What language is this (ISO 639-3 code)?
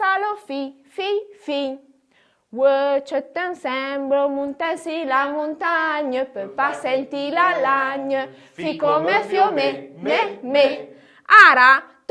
frp